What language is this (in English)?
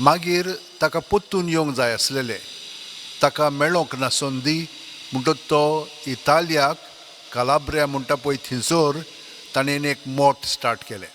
Konkani